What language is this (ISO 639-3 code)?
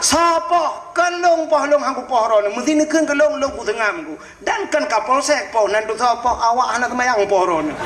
ace